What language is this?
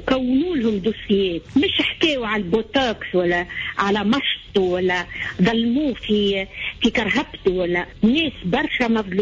Tunisian Arabic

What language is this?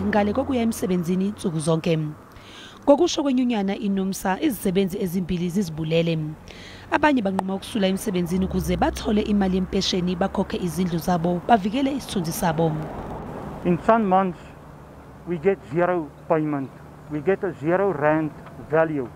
Zulu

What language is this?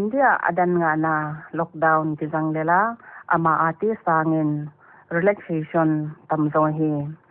Paite Chin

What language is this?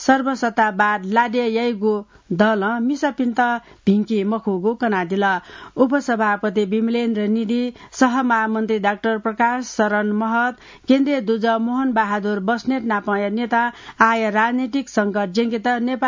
Newari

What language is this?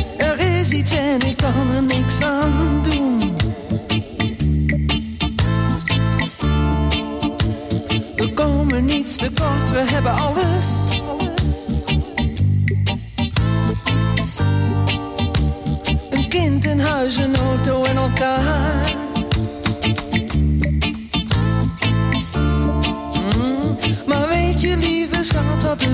Dutch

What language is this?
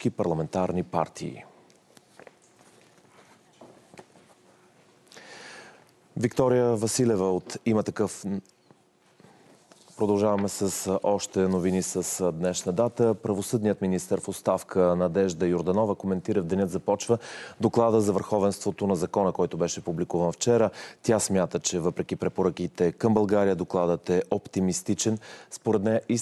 Bulgarian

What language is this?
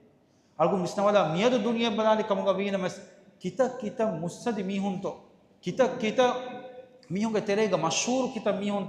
Divehi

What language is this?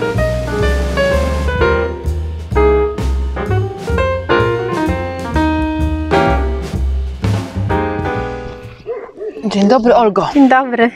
Polish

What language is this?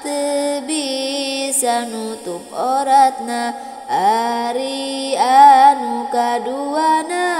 Sundanese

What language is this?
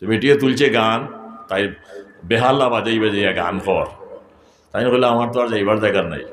Sylheti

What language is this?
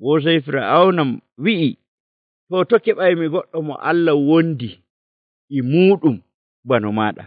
Nigerian Fulfulde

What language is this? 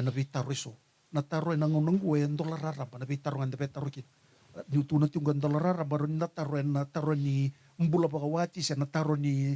Fijian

